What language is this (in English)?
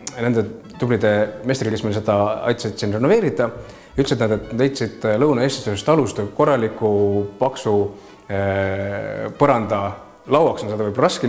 Estonian